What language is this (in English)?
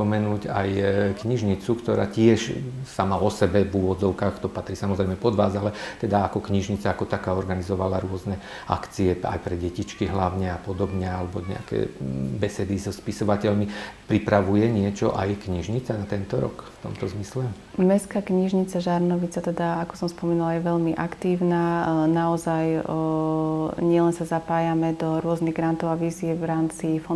Slovak